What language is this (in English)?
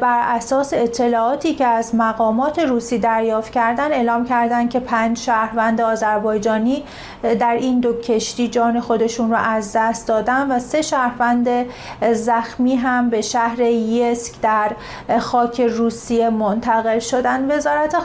Persian